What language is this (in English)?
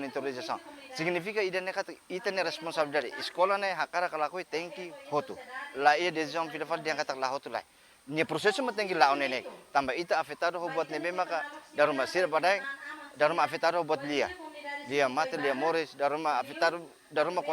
Tetum